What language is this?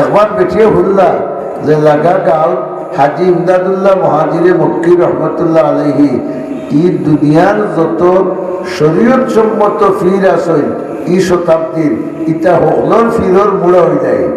Sylheti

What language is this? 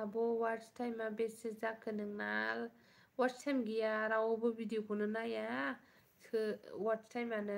Bodo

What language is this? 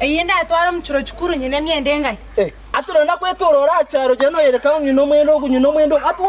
Nyankole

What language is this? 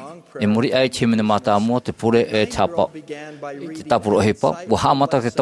Tahitian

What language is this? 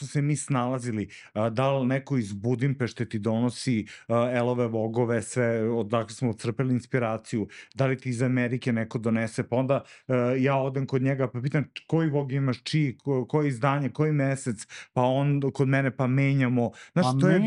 Serbian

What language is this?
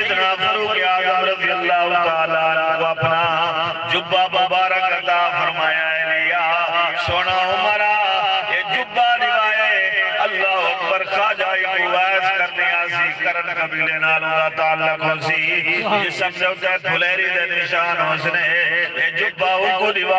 Saraiki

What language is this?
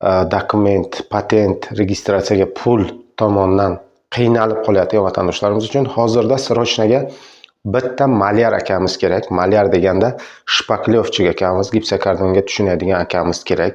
Uzbek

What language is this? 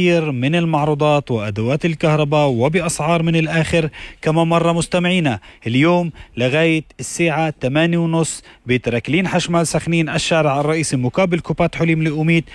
North Levantine Arabic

